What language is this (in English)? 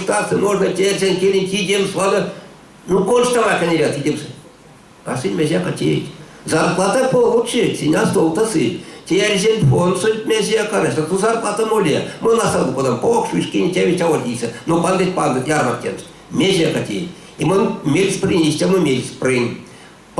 Erzya